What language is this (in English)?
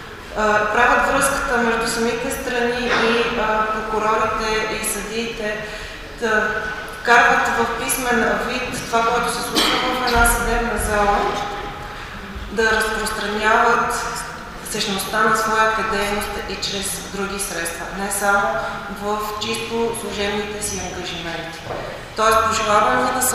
Bulgarian